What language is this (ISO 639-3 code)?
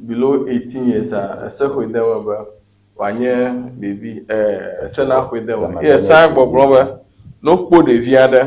ewe